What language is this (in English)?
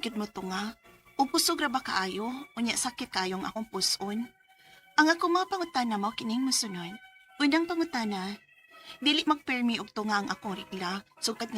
Cebuano